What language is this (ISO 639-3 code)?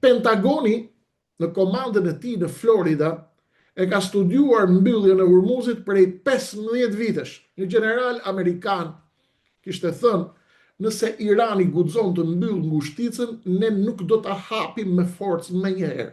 sqi